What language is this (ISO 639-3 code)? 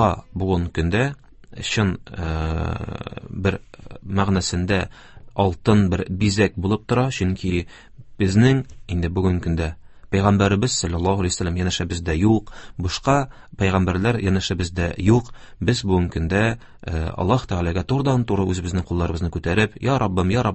tat